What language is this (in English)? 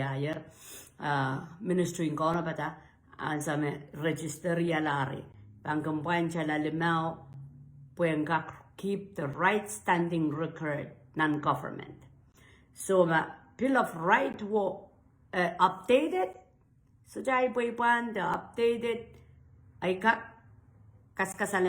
Pohnpeian